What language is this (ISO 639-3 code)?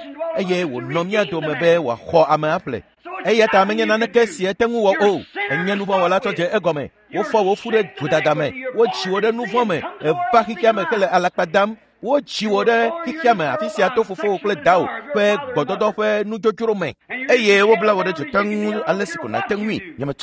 ewe